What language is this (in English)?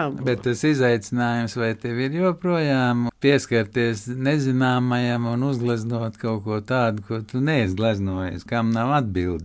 Latvian